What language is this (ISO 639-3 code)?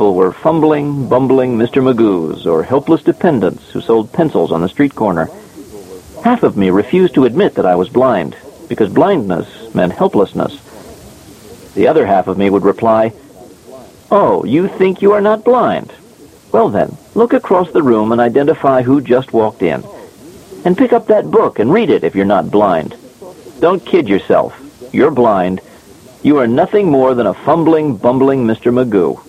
eng